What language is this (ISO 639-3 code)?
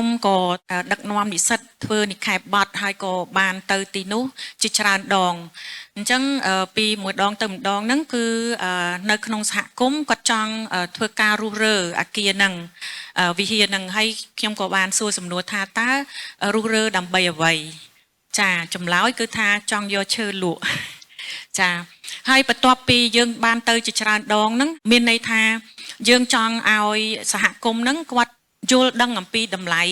khm